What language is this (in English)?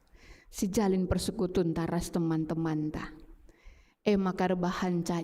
Batak Karo